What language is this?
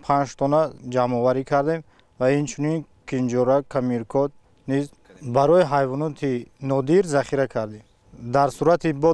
Tajik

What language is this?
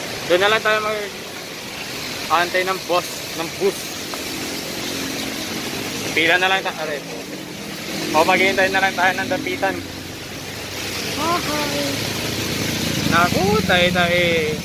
Filipino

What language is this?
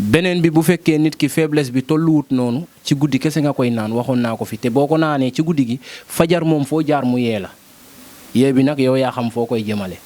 Wolof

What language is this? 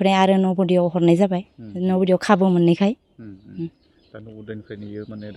Bodo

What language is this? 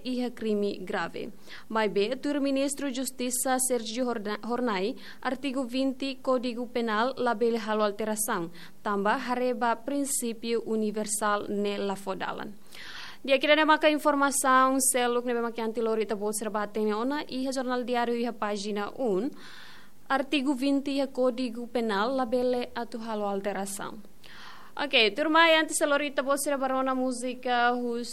Tetum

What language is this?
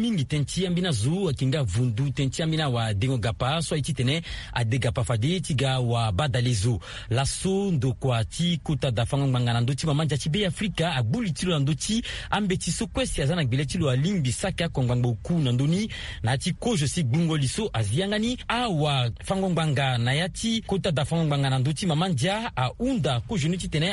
Sango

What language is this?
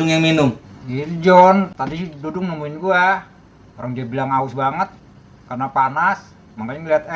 Betawi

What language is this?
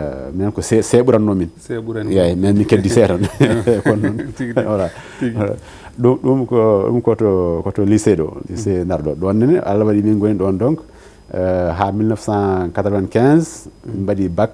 Fula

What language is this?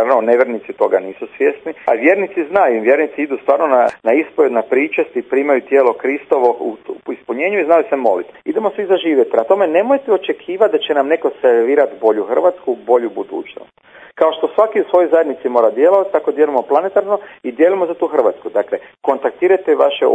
Croatian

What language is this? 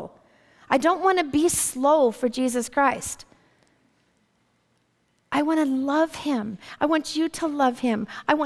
English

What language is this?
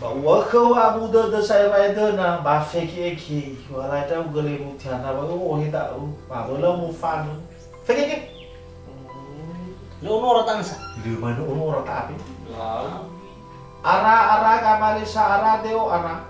Nias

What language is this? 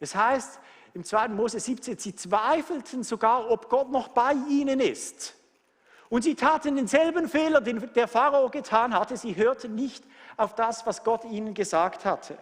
Swiss German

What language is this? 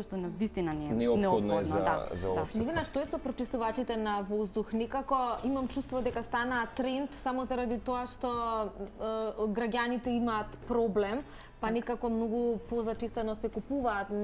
Macedonian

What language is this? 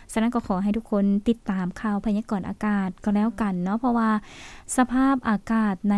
Lao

